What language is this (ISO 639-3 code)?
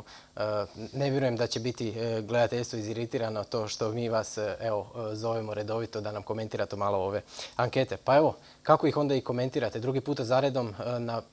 hrv